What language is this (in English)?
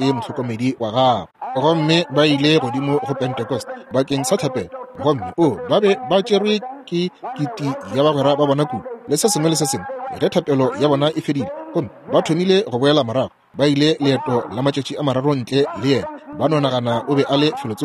Northern Sotho